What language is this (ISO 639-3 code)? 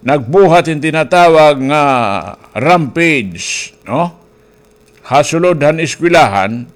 war